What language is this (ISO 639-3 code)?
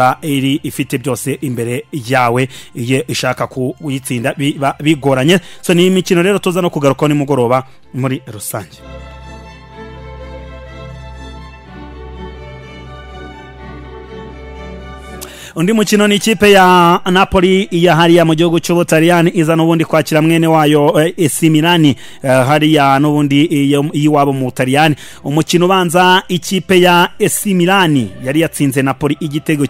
kin